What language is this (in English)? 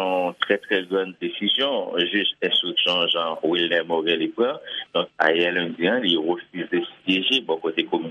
Haitian Creole